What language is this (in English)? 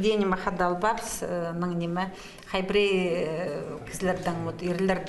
Khakas